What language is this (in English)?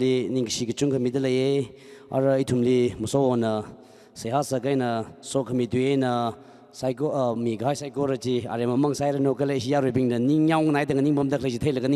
Tangkhul Naga (India)